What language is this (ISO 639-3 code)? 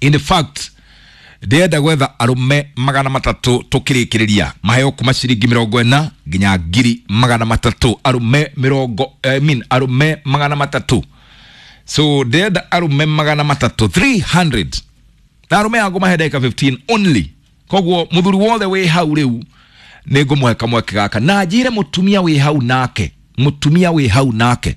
kik